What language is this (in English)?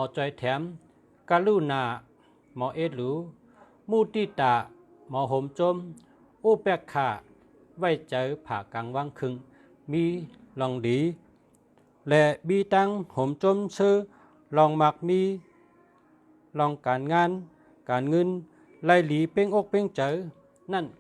Shan